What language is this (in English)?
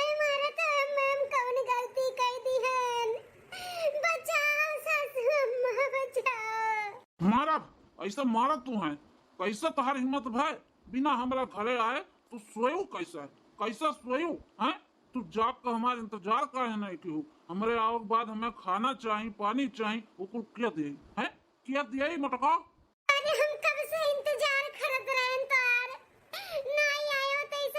Awadhi